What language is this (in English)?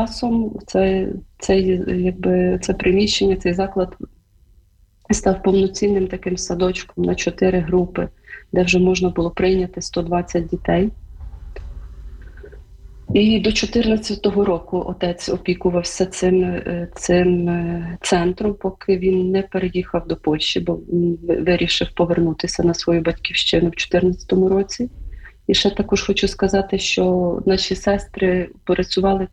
Ukrainian